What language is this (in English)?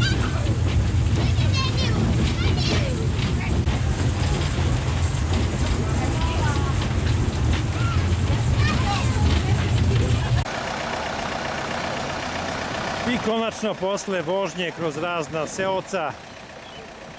Serbian